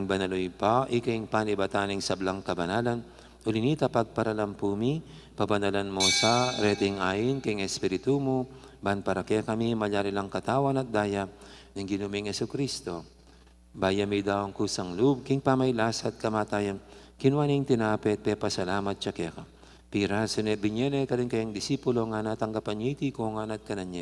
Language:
Pampanga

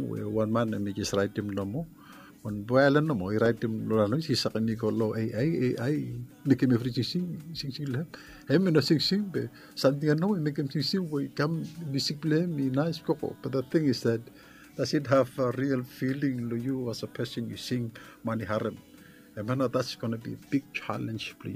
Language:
Bislama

